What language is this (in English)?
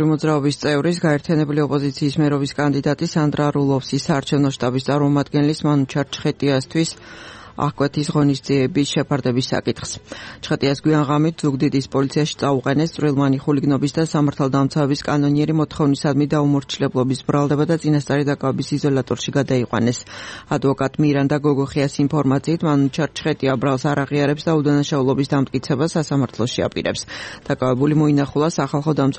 Georgian